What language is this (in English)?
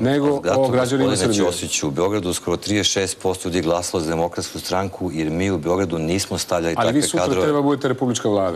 Serbian